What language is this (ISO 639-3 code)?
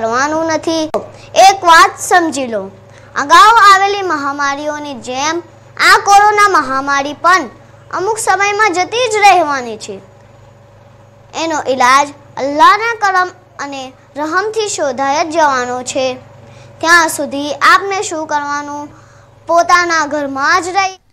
guj